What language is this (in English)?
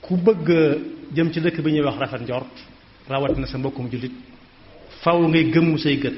Wolof